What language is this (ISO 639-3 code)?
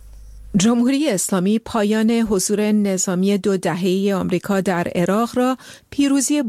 fas